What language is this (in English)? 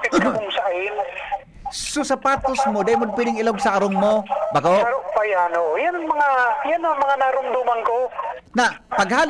Bikol